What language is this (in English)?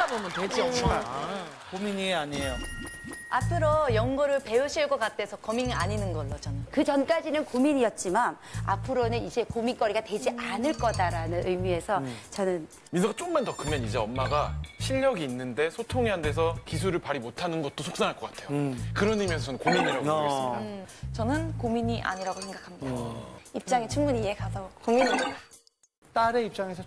Korean